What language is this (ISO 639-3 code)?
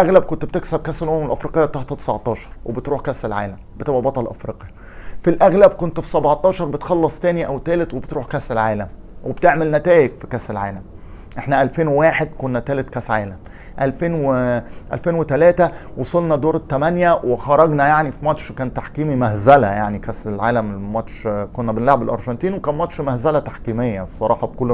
arz